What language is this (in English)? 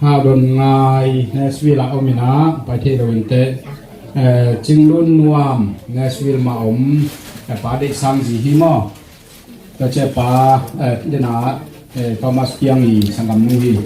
Tedim Chin